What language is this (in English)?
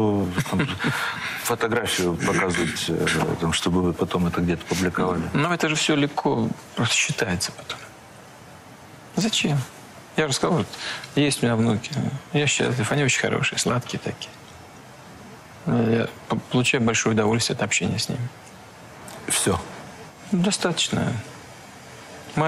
Russian